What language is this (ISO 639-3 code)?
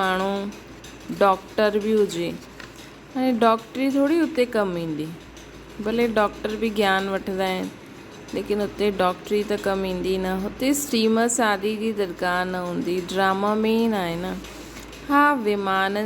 snd